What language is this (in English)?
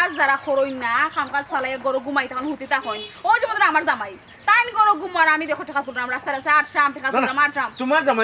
Sylheti